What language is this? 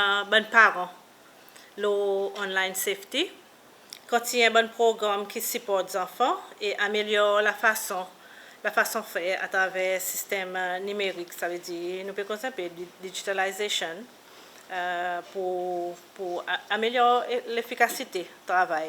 Seselwa Creole French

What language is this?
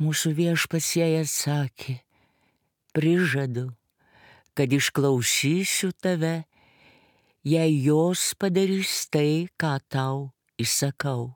Lithuanian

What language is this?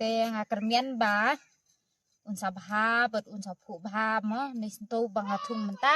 Khasi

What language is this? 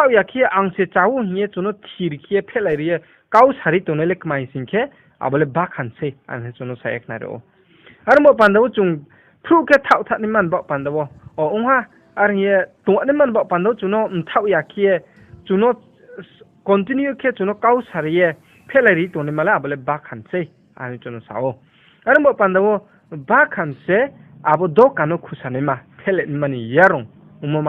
Riang (India)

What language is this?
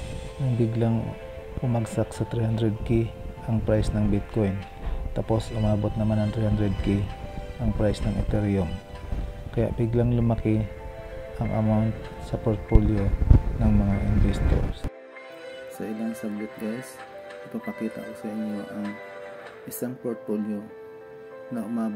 Filipino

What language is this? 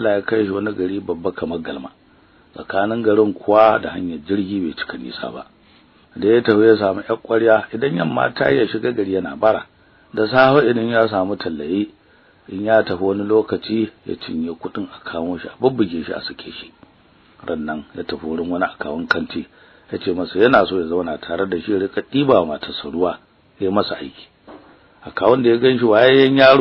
Hausa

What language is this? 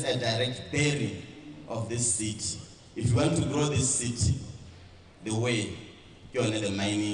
Tswana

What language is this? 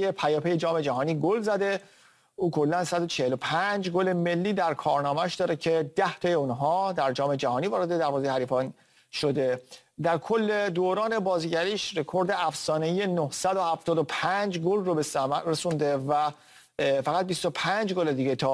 Persian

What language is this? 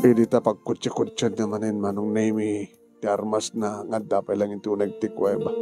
Iloko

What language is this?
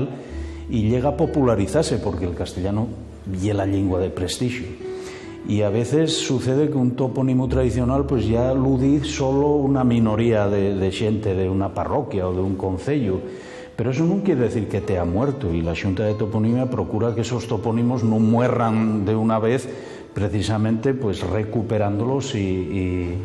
Asturian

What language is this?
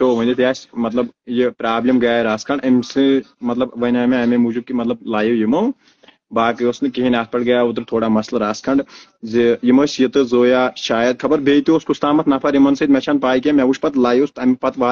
Kashmiri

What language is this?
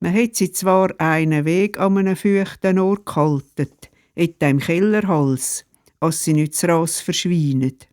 Swiss German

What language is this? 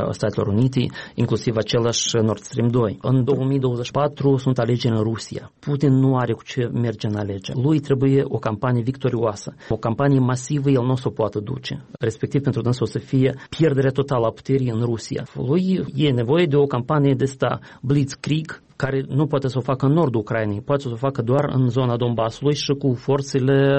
Romanian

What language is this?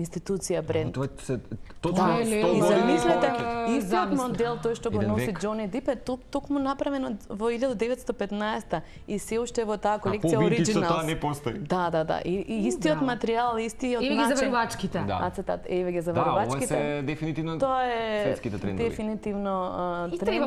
Macedonian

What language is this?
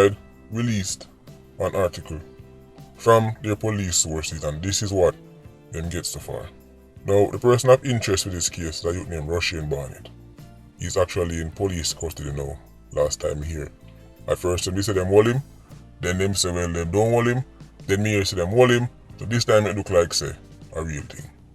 Jamaican Creole English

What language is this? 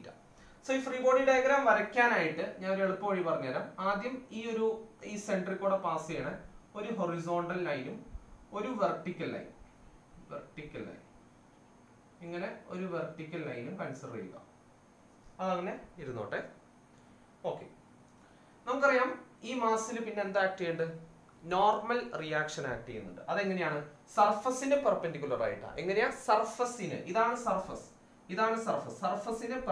Malayalam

